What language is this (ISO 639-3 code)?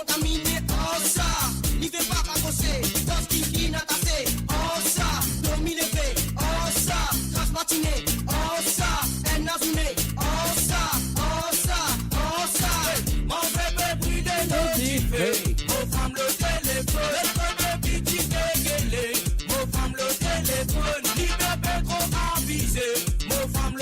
mfe